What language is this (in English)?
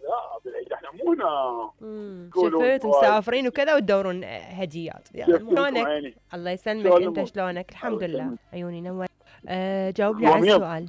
Mesopotamian Arabic